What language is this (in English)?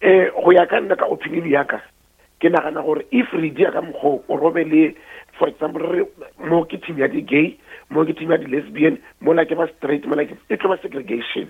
Northern Sotho